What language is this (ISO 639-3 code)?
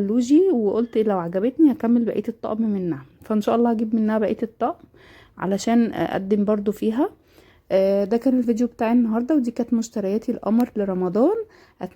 arz